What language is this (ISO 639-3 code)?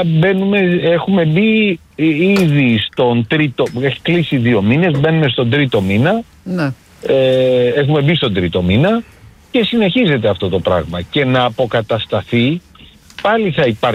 ell